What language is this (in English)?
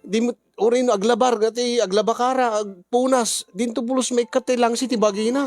Iloko